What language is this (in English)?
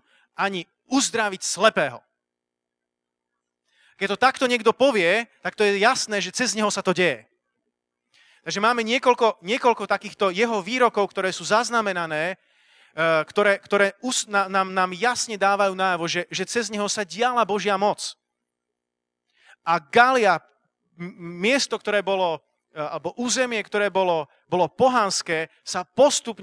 Slovak